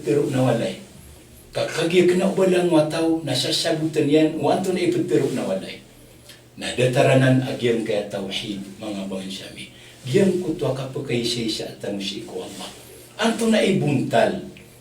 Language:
Maranao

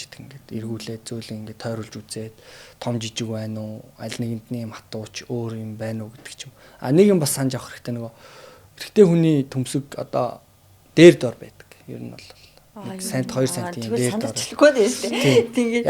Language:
Mongolian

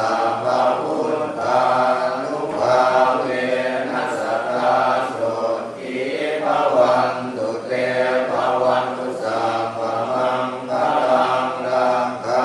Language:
Pali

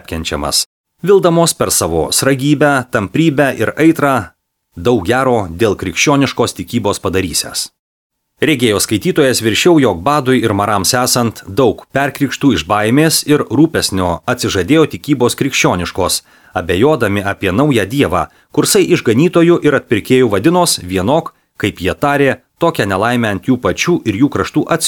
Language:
Lithuanian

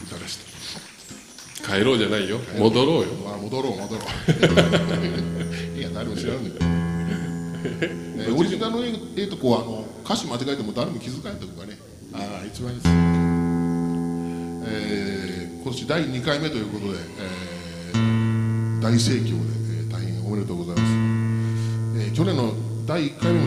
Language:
Japanese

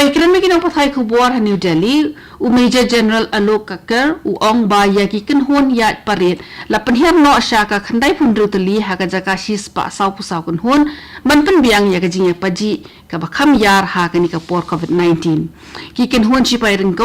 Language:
Khasi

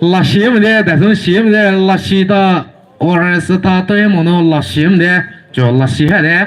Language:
Poumei Naga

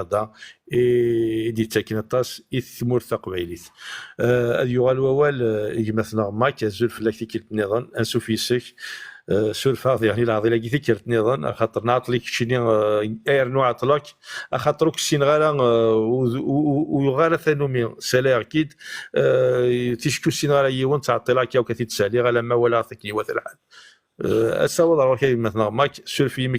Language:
Kabyle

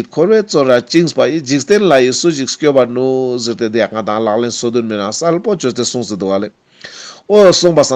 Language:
Ladakhi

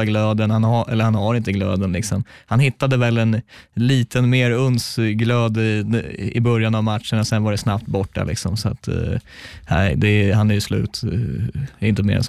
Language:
Swedish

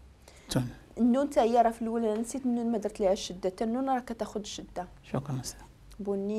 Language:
Moroccan Arabic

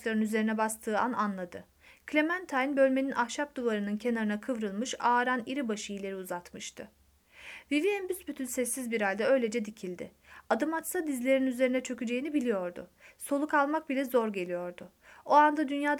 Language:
Turkish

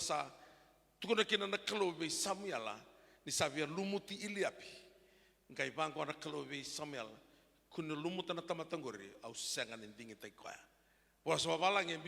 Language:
Fijian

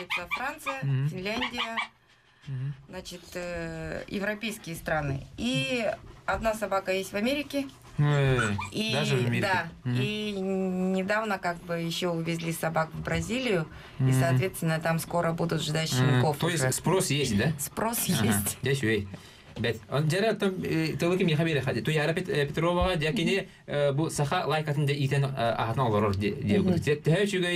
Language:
Yakut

